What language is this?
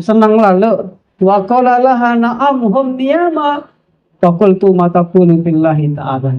Sasak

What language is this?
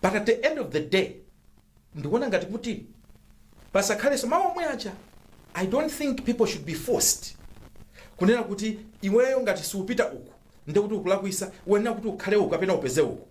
Nyanja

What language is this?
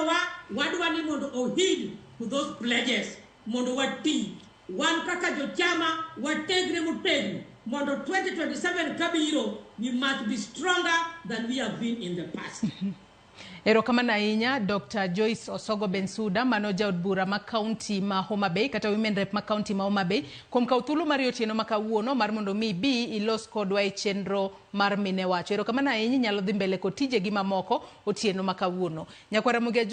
Luo (Kenya and Tanzania)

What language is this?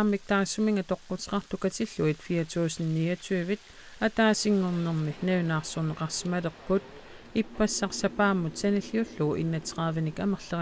Kalaallisut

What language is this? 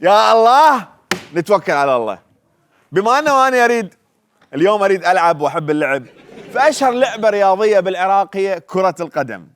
Mesopotamian Arabic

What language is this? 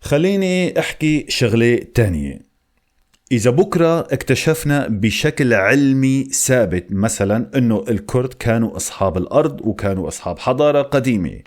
North Levantine Arabic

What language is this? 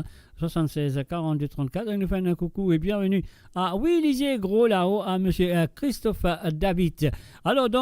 Morisyen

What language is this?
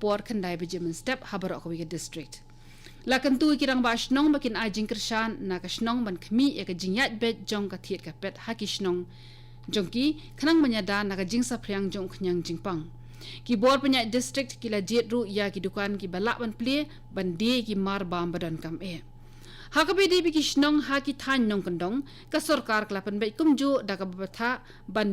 Khasi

